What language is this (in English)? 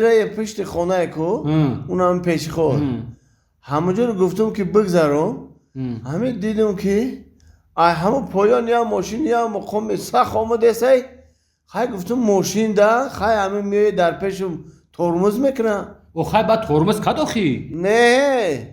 Tajik